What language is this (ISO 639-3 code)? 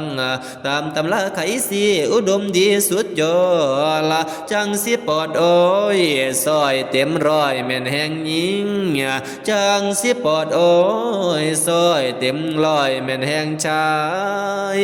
tts